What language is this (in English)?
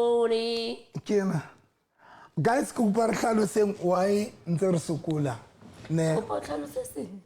Southern Sotho